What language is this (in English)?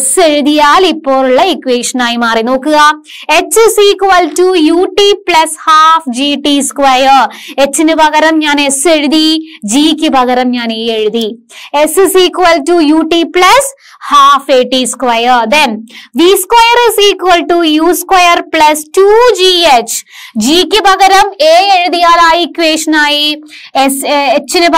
Malayalam